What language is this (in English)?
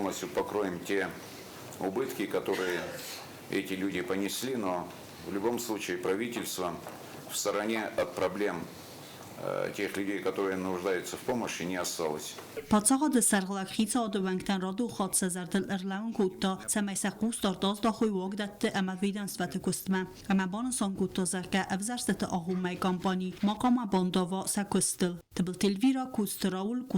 Ossetic